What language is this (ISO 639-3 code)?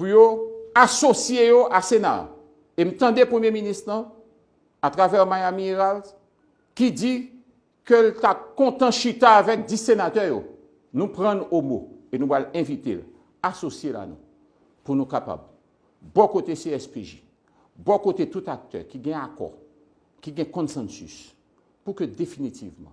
hat